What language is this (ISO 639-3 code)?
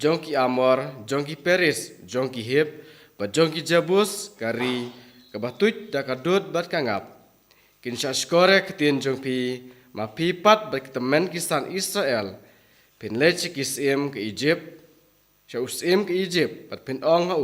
kha